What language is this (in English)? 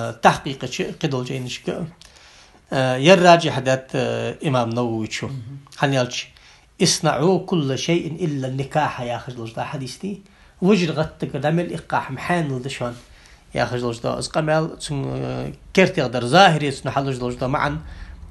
Ingush